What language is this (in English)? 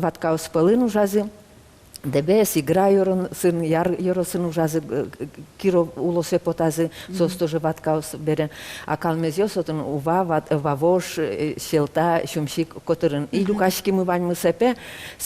Udmurt